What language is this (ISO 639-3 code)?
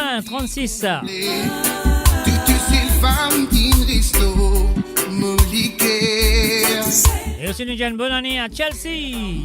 mfe